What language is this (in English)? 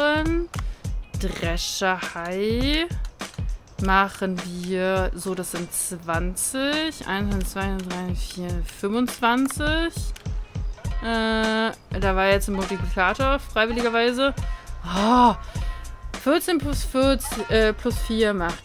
German